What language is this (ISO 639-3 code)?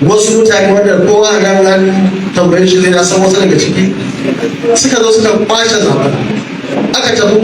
hau